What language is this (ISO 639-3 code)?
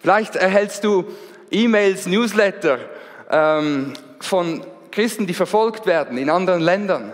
gsw